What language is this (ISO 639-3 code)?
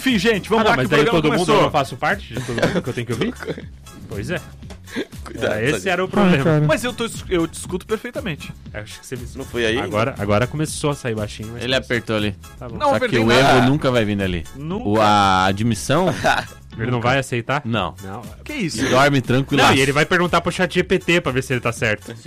por